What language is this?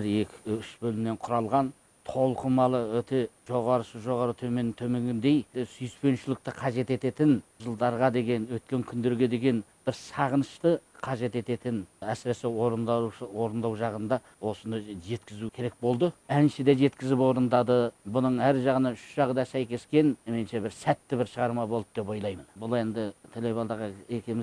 Kazakh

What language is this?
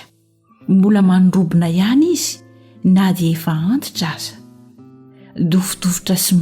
Malagasy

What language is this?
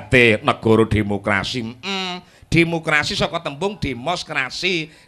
Javanese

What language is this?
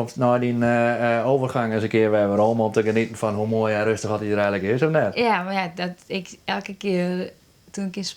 Western Frisian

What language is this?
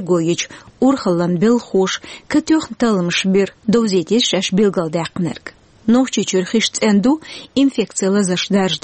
Chechen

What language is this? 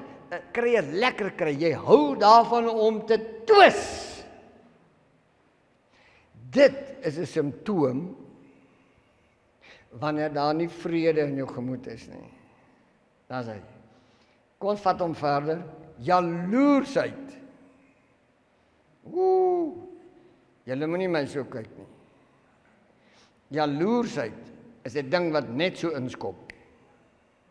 Afrikaans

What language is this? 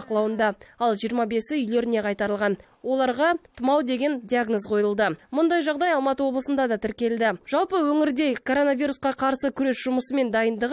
Kazakh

